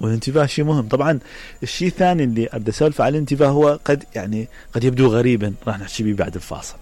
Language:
Mesopotamian Arabic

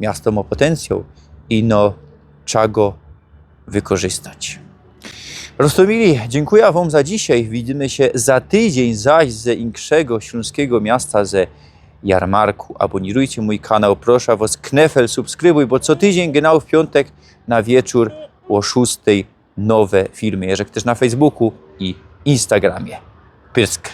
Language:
Silesian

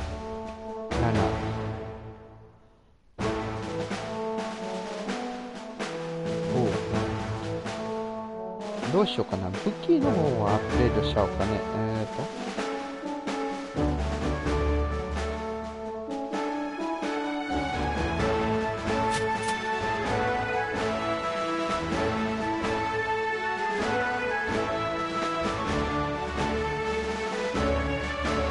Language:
Japanese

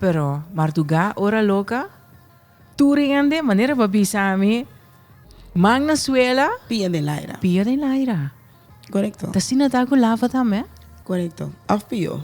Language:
Papiamento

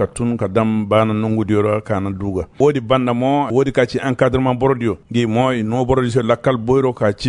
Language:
Koyraboro Senni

